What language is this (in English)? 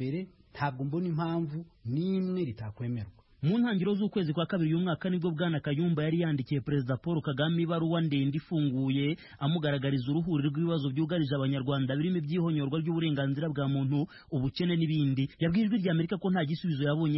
Kinyarwanda